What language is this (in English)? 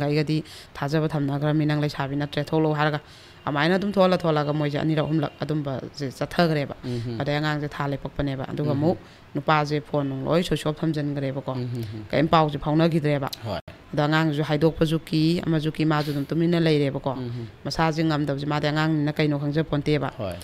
Manipuri